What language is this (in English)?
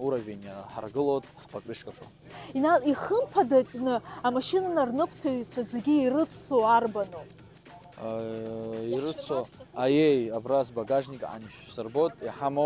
Abkhazian